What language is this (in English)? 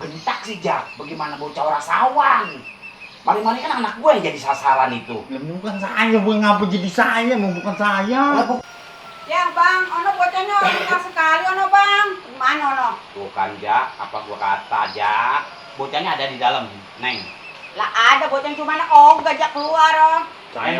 Betawi